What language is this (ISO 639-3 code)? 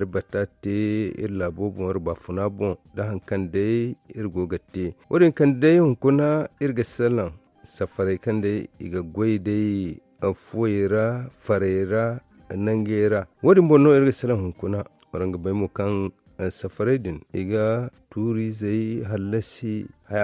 dje